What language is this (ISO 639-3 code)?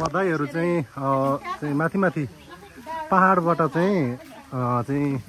nep